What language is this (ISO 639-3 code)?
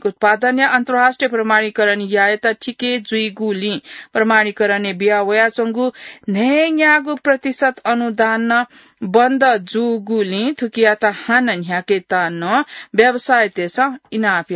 new